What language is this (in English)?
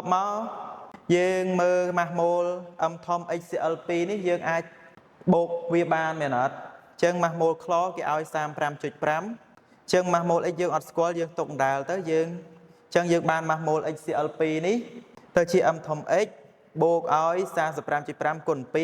Khmer